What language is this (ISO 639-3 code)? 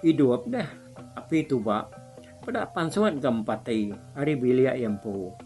iba